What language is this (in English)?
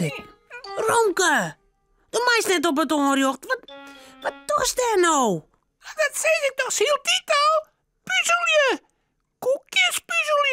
Western Frisian